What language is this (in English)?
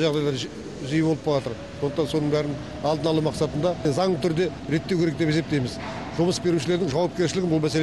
Kazakh